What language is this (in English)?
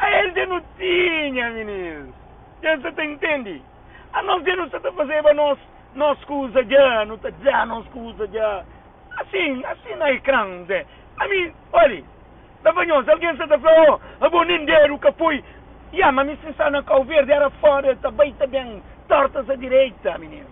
Kabuverdianu